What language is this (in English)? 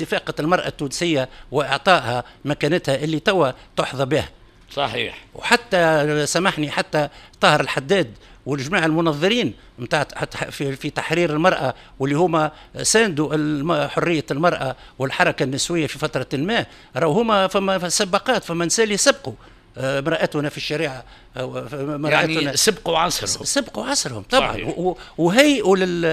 Tunisian Arabic